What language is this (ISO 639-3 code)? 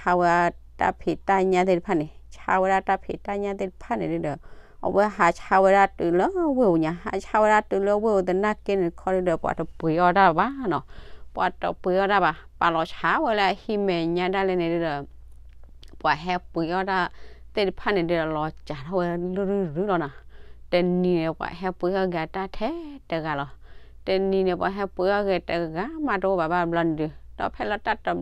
ksw